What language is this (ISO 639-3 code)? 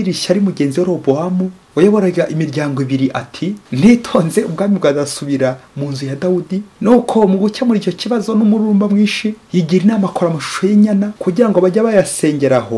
kin